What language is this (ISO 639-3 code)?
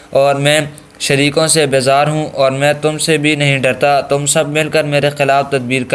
urd